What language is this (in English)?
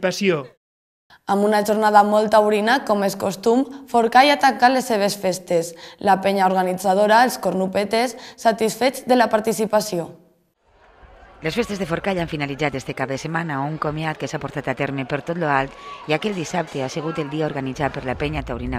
Catalan